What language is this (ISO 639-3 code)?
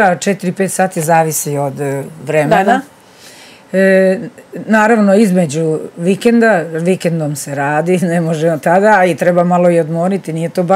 srp